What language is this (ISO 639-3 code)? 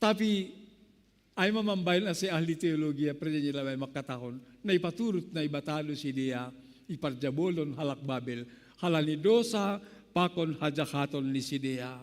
bts